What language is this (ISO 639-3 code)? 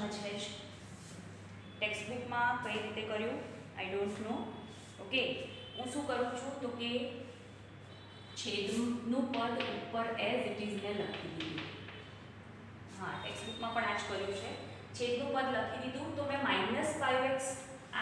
guj